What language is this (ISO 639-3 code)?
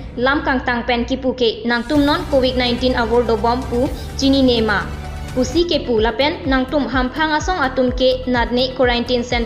mjw